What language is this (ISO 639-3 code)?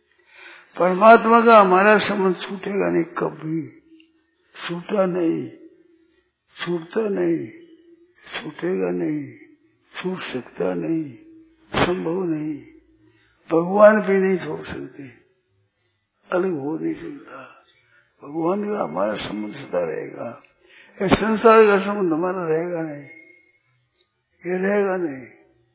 hin